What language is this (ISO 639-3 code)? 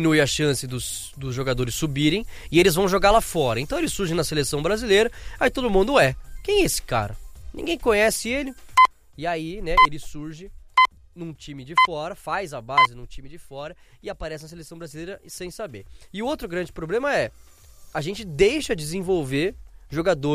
por